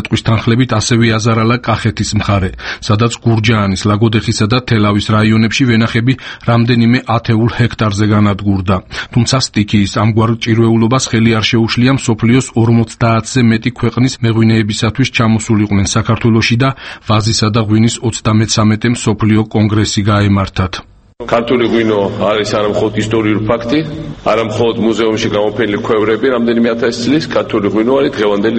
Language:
Georgian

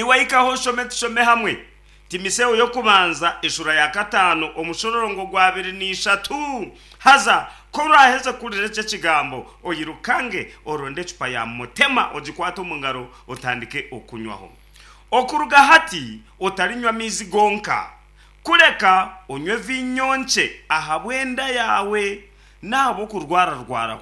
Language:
Nyankole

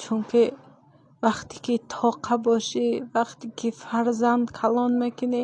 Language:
Tajik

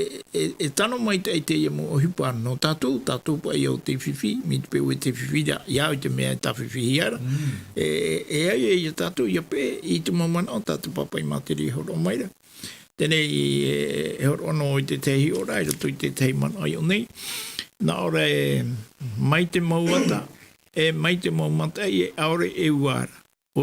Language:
Tahitian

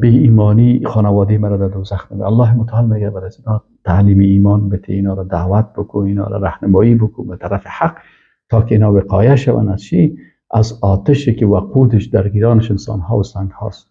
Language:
Persian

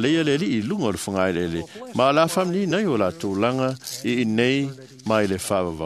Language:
Samoan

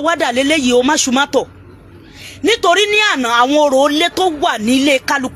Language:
Yoruba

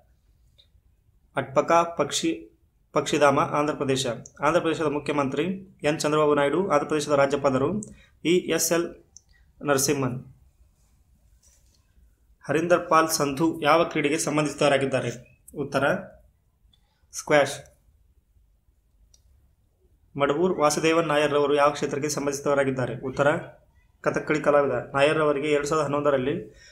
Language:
Kannada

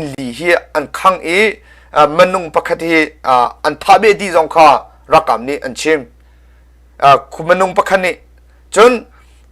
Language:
Hakha Chin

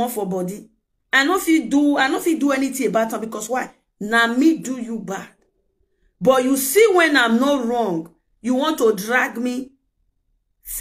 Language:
Nigerian Pidgin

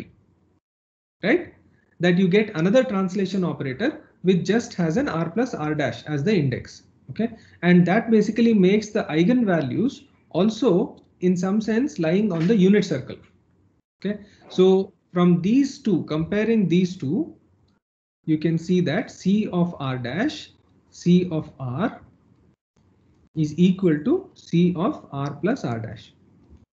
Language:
English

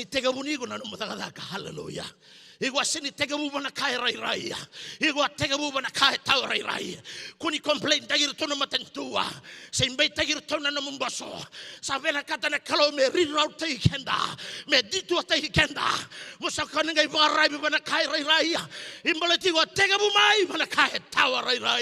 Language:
Fijian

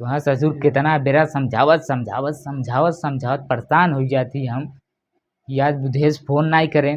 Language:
Bhojpuri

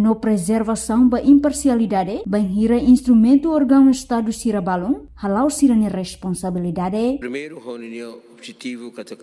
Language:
Tetum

